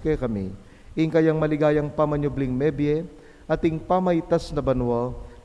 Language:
Pampanga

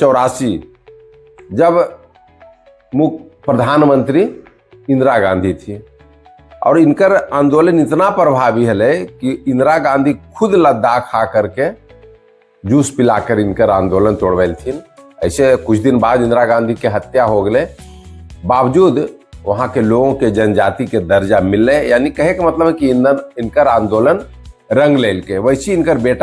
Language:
Magahi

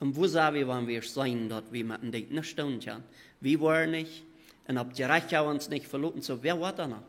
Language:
Plautdietsch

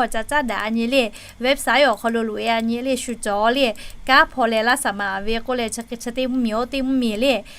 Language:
Lahu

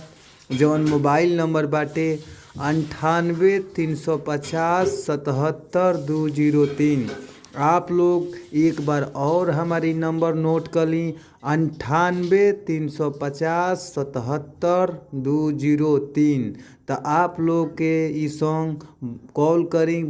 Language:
Bhojpuri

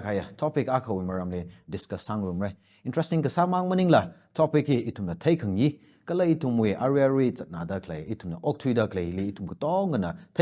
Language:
Tangkhul Naga (India)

